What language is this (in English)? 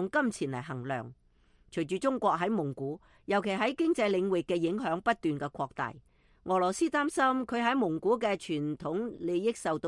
Cantonese